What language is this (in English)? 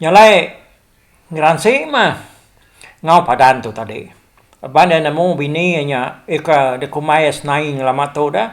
Iban